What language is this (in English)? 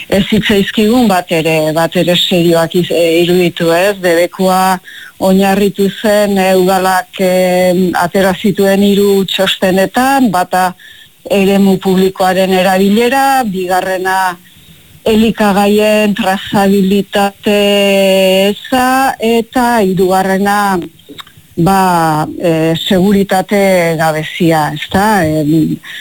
Basque